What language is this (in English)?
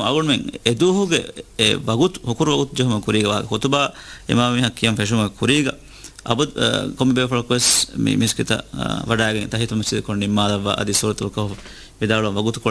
Divehi